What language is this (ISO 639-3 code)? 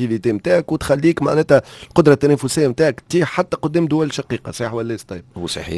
aeb